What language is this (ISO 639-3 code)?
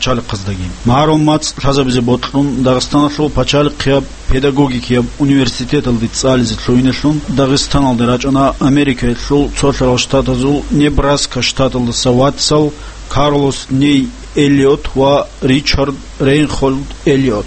ava